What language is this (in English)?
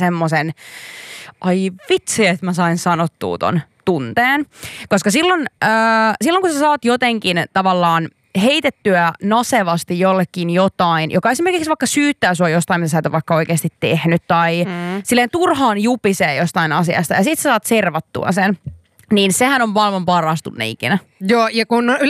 Finnish